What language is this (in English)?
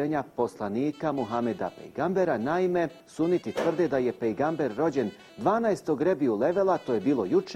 Bosnian